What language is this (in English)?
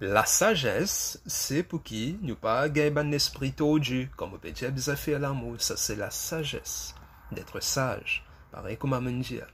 Morisyen